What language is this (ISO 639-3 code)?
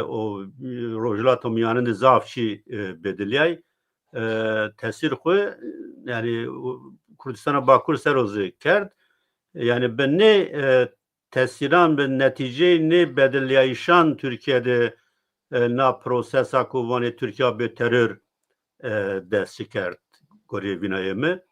zza